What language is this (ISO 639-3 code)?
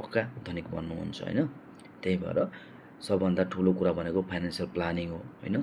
nep